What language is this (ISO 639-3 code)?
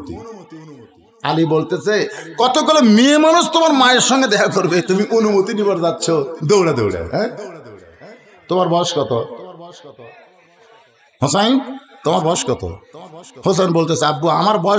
ben